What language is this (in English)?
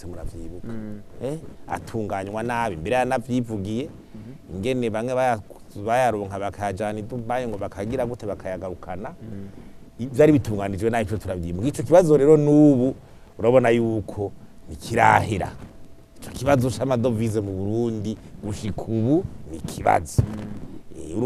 Rundi